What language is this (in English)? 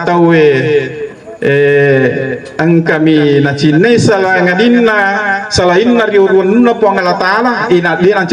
Buginese